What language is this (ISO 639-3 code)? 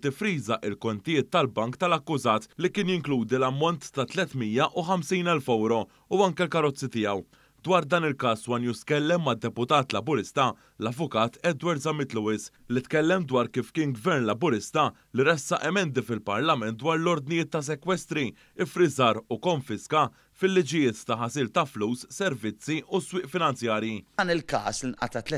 mlt